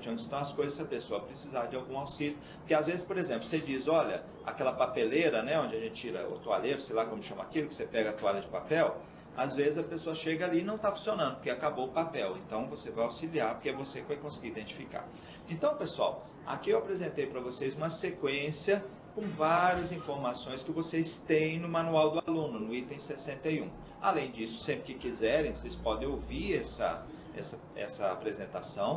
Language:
Portuguese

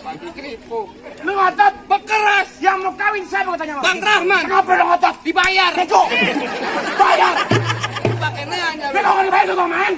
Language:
Betawi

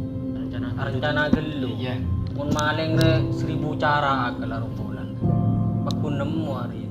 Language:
Madurese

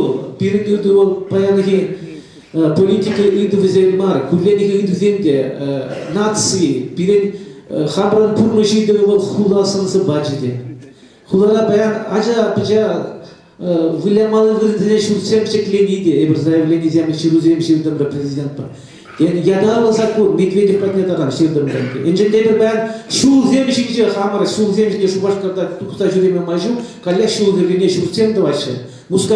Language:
Chuvash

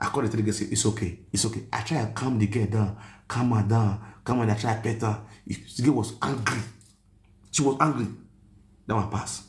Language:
Nigerian Pidgin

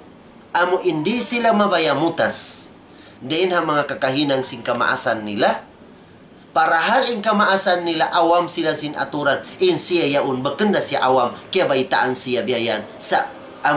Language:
Tausug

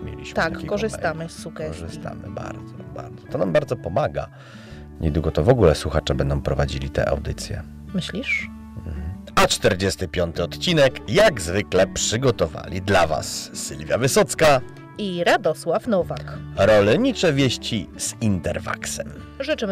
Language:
Polish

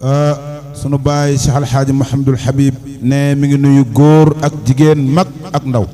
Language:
Wolof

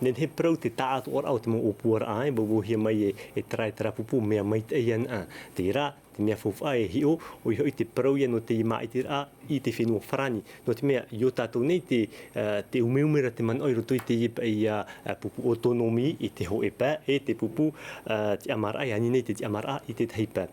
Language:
Tahitian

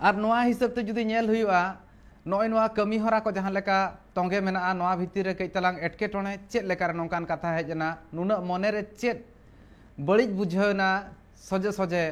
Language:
Santali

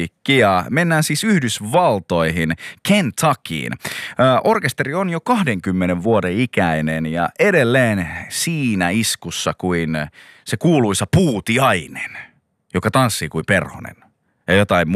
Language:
Finnish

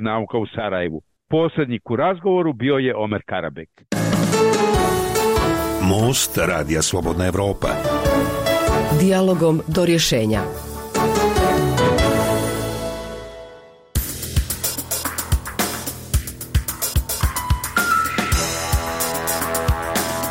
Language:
Bosnian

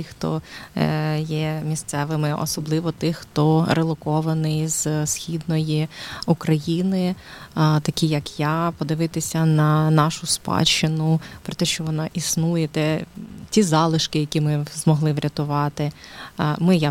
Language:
Ukrainian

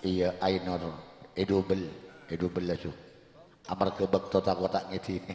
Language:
Madurese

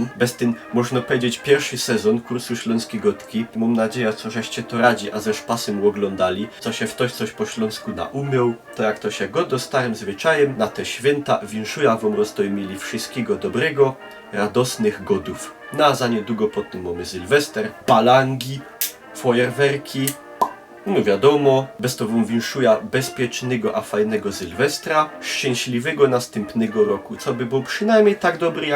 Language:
Silesian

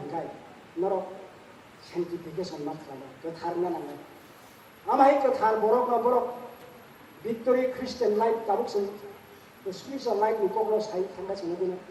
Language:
Kok Borok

